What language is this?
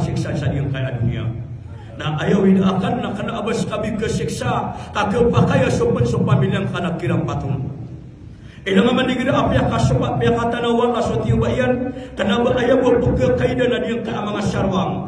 Maranao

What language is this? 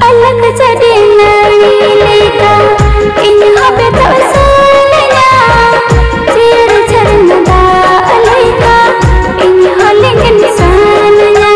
Santali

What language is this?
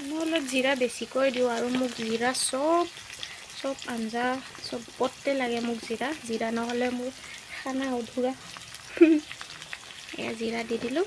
Assamese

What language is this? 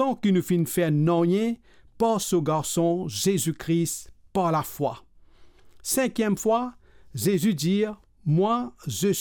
Morisyen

